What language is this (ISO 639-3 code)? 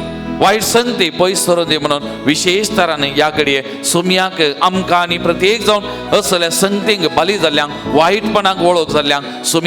kok